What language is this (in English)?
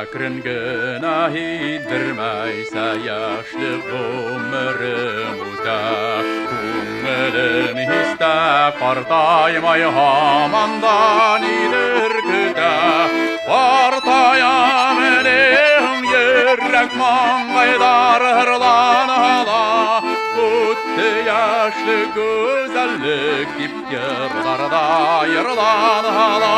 Bashkir